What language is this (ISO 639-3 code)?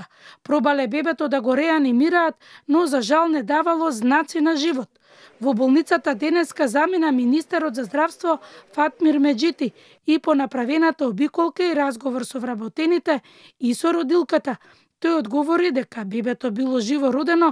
mkd